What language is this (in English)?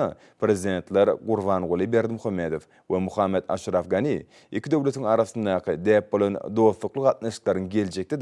Turkmen